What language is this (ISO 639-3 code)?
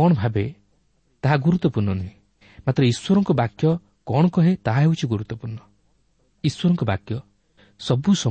ori